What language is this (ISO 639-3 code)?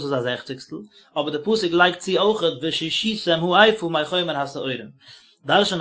yid